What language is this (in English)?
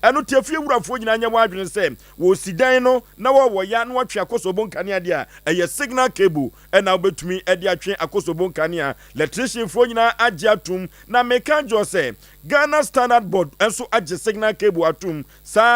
Akan